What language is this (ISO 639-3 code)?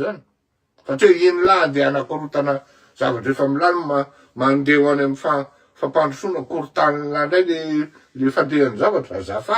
mlg